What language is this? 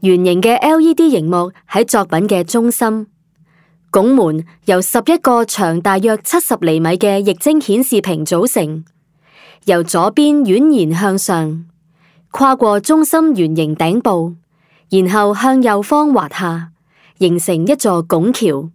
Cantonese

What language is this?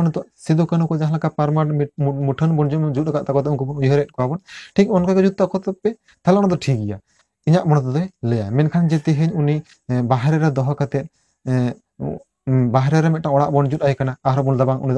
Santali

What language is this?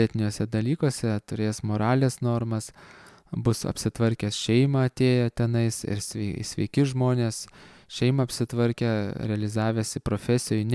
Lithuanian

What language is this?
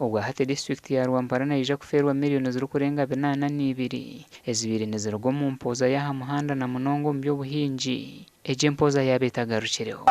Nyankole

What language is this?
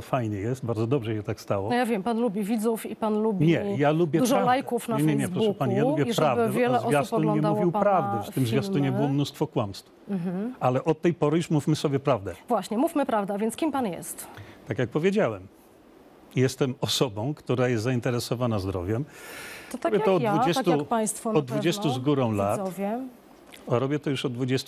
Polish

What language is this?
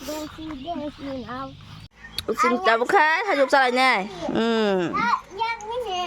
Kok Borok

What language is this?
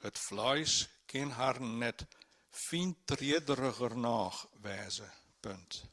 Western Frisian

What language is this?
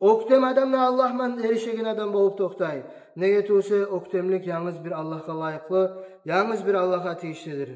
Kumyk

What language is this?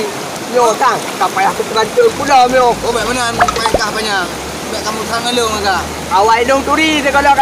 Achinese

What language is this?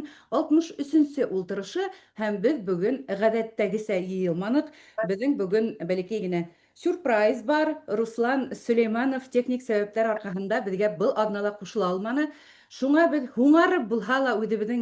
Bashkir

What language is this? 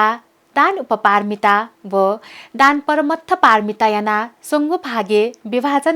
Newari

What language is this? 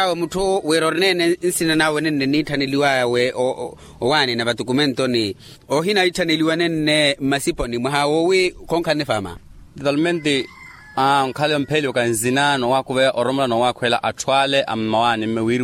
Makhuwa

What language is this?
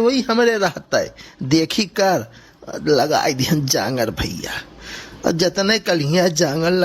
Awadhi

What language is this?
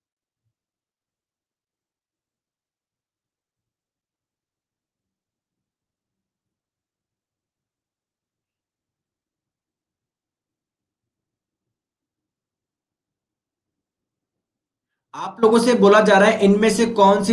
Hindi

